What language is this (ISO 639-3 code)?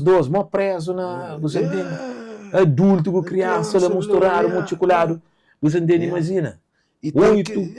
kea